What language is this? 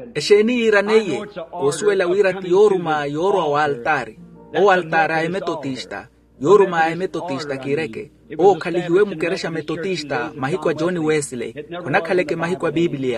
Makhuwa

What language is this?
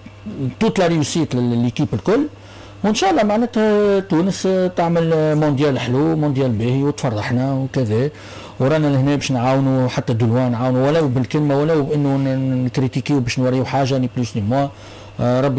Tunisian Arabic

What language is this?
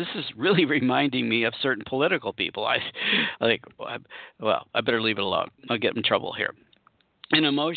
English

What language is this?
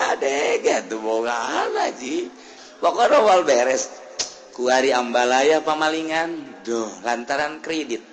Sundanese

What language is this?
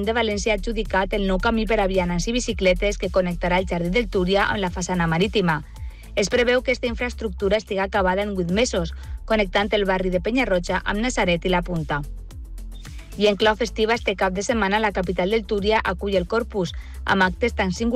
Catalan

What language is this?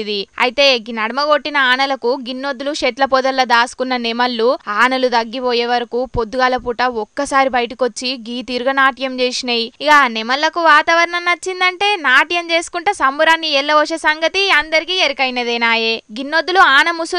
Telugu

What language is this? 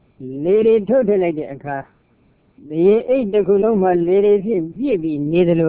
Burmese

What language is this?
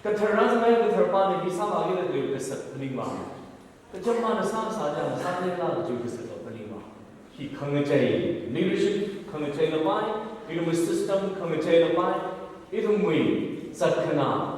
Tangkhul Naga (India)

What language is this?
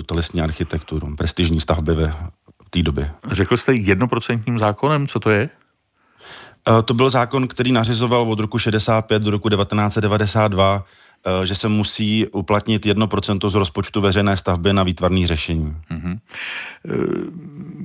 Czech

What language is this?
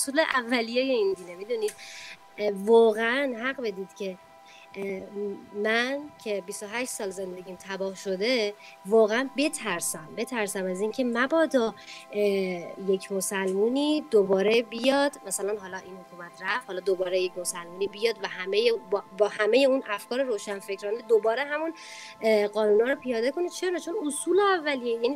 Persian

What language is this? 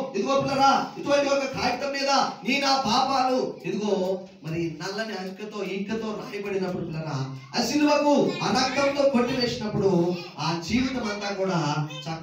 Telugu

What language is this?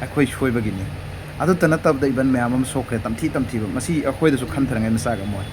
Manipuri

